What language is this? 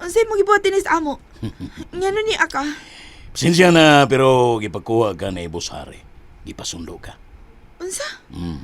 Cebuano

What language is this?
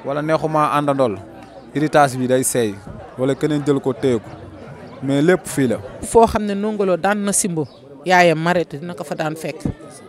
Wolof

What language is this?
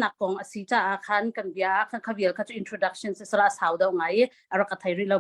Hakha Chin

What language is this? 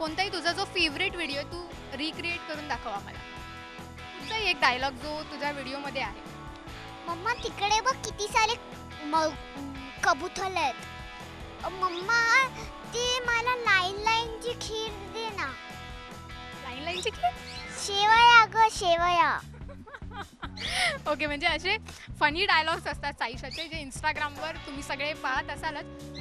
Marathi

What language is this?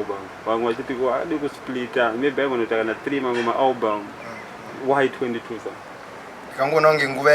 Shona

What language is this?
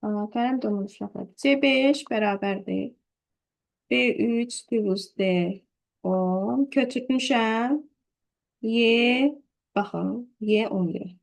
Azerbaijani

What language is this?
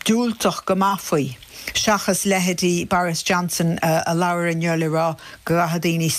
Irish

